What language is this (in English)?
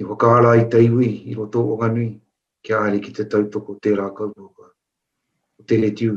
Māori